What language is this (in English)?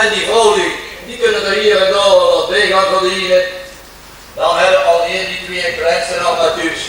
Limburgish